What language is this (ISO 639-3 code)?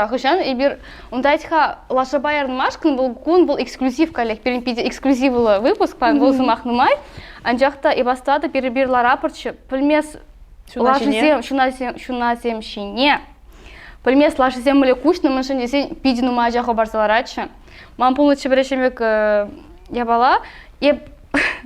chv